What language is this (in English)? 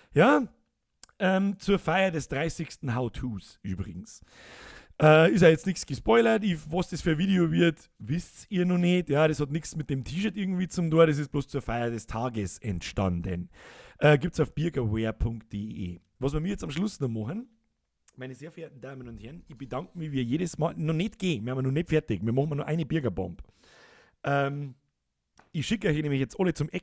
Bavarian